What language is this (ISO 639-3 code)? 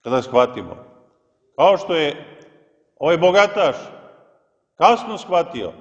srp